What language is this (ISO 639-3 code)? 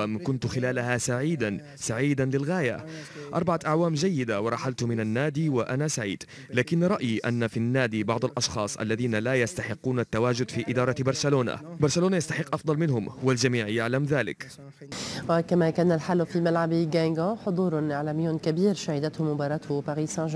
ara